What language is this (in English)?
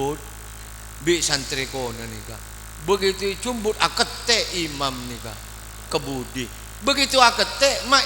Madurese